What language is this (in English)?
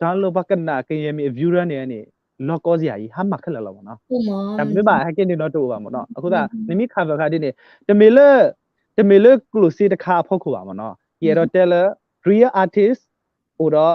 S'gaw Karen